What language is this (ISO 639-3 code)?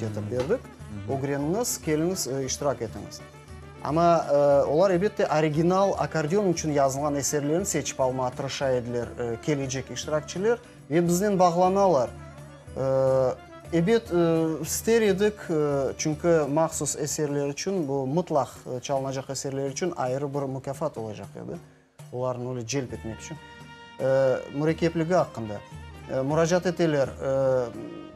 crh